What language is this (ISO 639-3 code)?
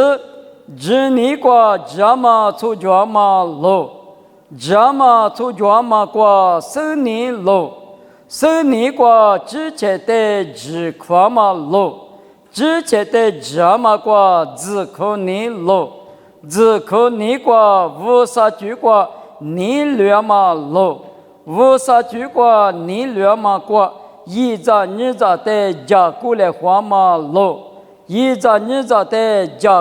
lis